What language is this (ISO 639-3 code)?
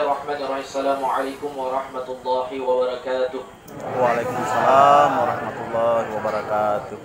bug